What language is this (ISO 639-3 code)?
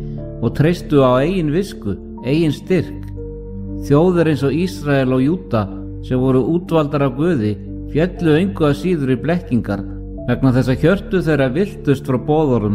isl